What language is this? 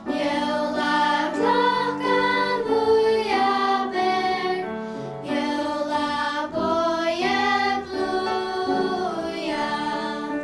Faroese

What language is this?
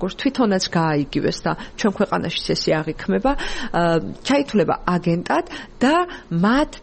Georgian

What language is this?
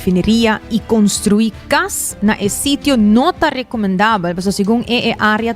Papiamento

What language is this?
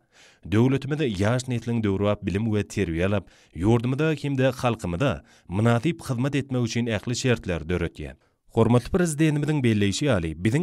Turkmen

